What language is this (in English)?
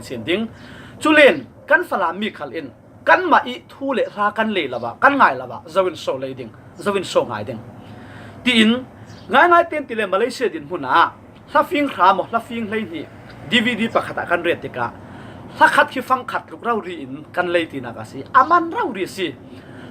Falam Chin